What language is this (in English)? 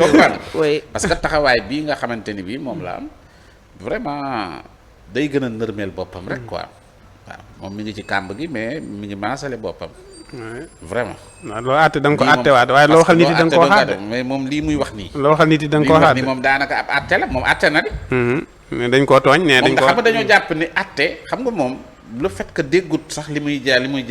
Wolof